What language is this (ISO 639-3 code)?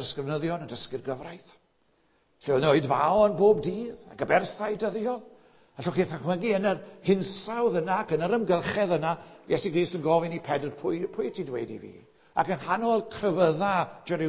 cym